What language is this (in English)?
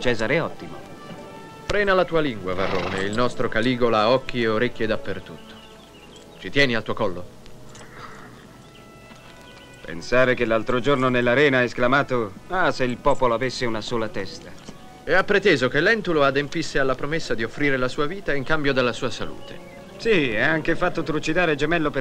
Italian